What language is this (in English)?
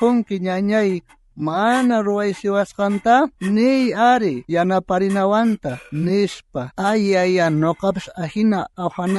South Bolivian Quechua